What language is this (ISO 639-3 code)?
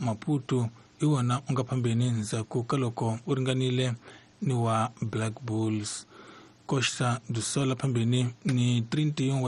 tso